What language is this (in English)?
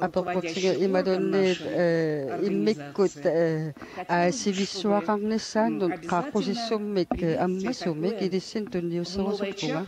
Kalaallisut